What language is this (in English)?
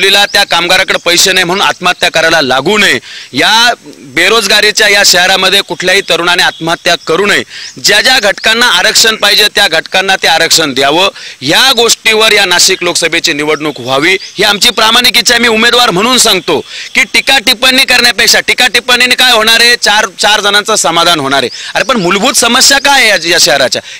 Marathi